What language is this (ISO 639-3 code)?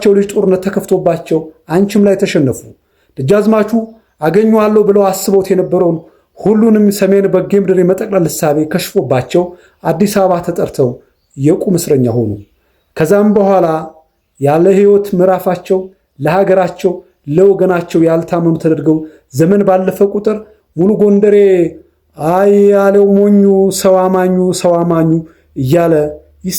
amh